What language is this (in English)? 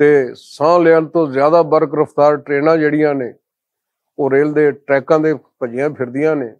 Western Panjabi